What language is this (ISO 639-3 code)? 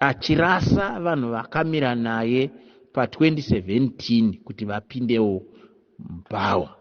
sna